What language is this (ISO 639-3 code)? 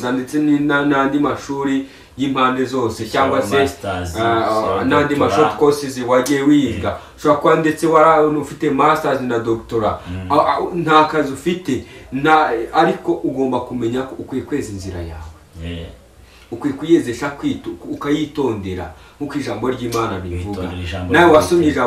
kin